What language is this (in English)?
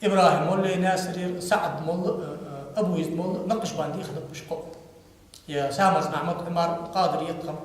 Ingush